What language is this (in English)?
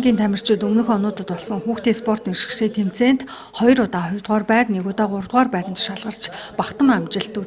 Mongolian